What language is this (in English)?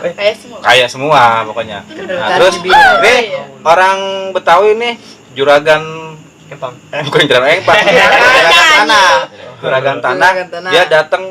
Betawi